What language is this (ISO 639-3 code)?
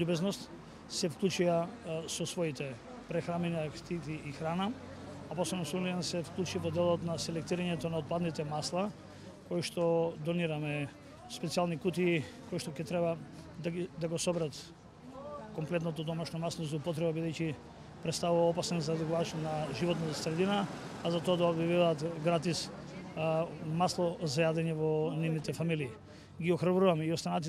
mkd